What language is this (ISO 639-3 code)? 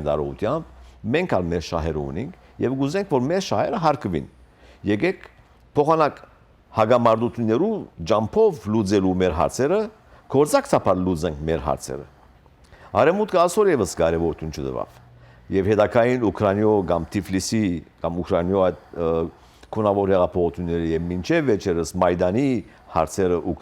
hyw